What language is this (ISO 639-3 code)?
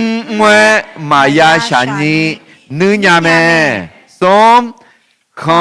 ahk